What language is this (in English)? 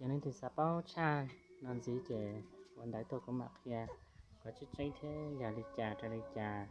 Hmong